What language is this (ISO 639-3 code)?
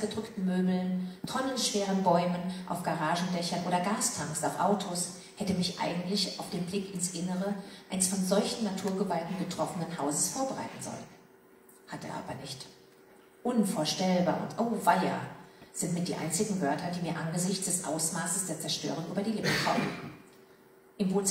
deu